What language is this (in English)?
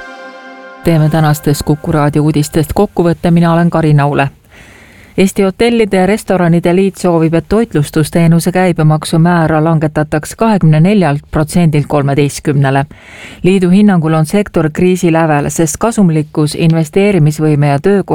Estonian